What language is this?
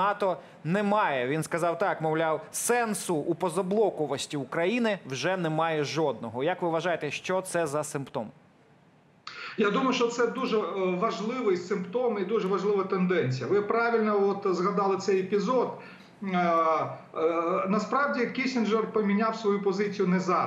Ukrainian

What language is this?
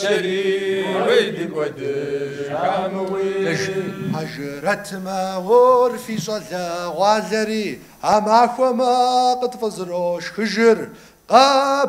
Kabardian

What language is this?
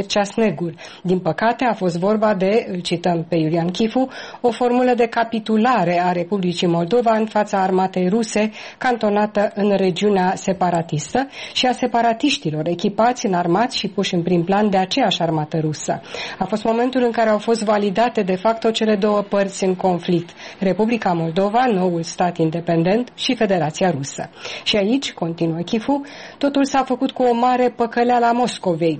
Romanian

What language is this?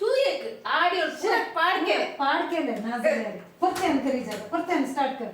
Konkani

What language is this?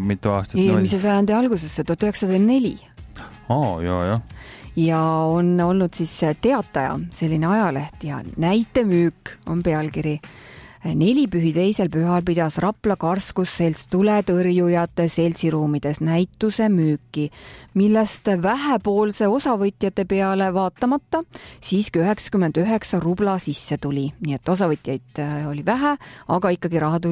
Estonian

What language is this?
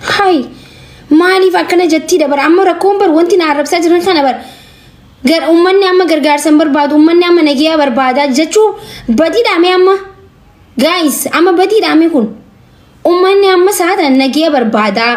Oromo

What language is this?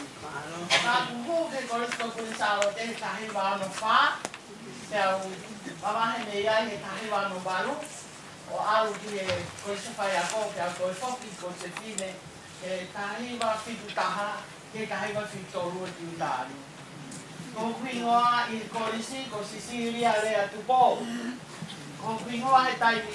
Tongan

